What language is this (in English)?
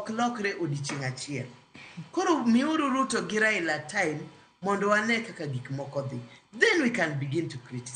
Luo (Kenya and Tanzania)